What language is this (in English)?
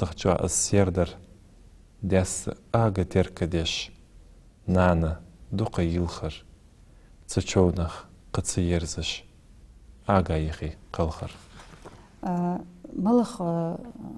Ingush